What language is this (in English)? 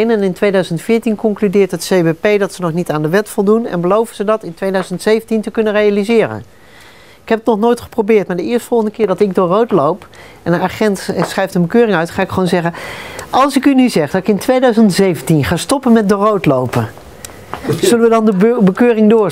Dutch